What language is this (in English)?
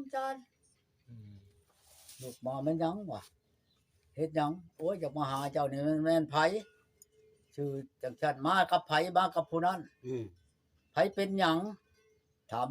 Northeastern Thai